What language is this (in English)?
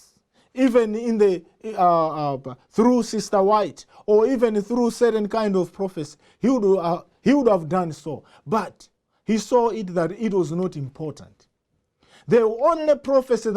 English